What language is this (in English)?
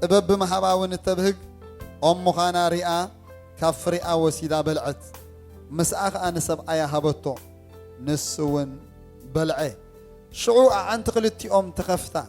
Tigrinya